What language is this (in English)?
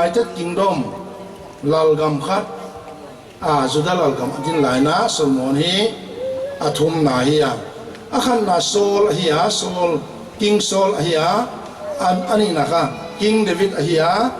Paite Chin